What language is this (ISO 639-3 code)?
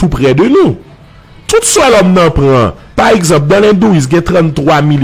hat